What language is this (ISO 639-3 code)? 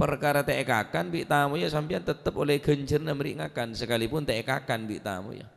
mad